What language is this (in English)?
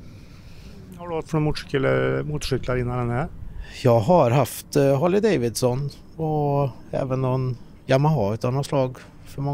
Swedish